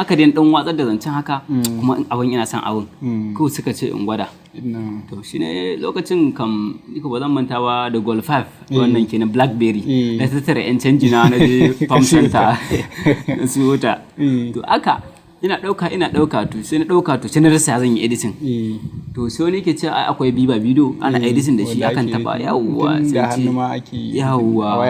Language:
Hausa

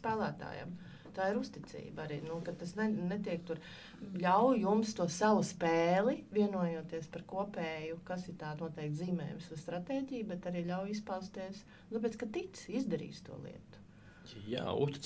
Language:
Latvian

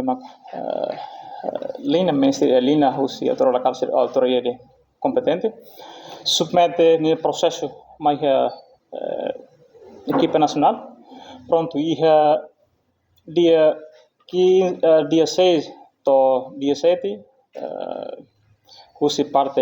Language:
Tetum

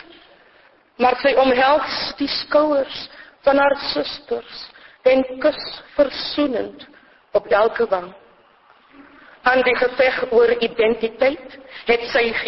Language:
Afrikaans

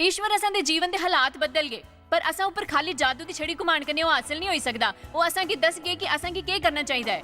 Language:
Dogri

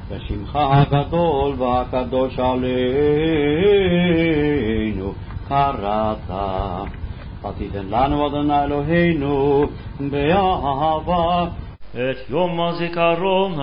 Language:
Hebrew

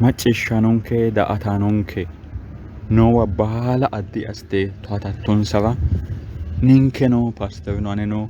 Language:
Sidamo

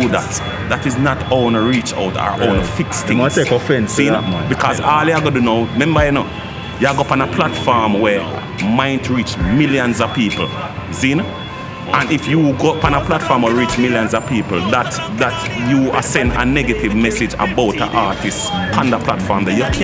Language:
Jamaican Creole English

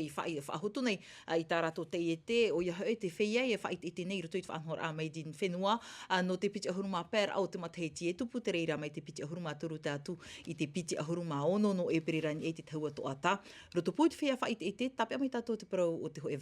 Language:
Tahitian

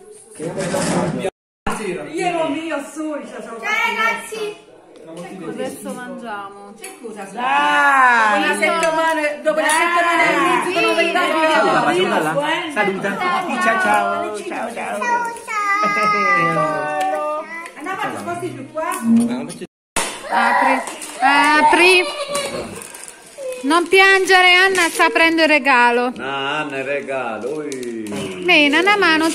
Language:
Italian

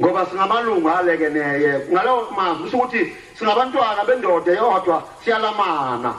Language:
Zulu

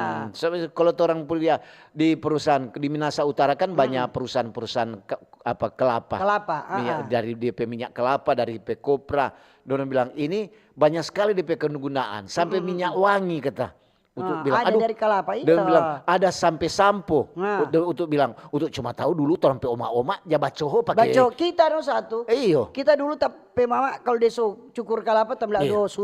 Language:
Manado Malay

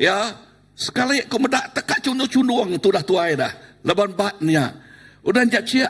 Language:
Iban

